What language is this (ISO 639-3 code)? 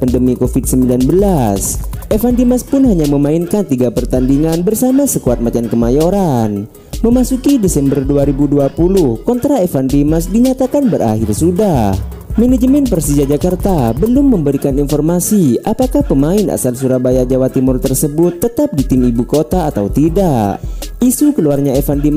ind